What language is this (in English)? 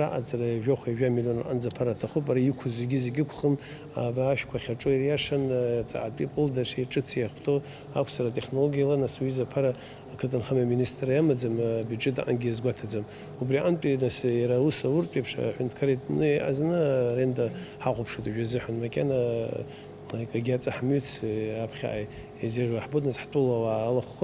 Abkhazian